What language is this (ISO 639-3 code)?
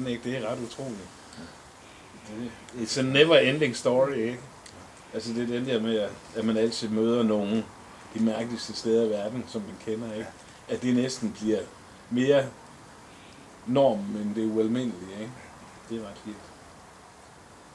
dan